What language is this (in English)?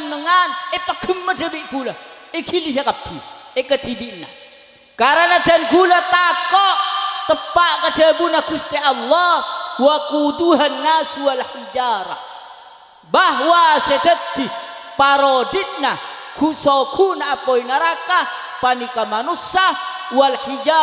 Madurese